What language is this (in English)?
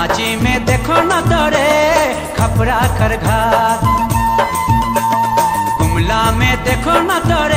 Sadri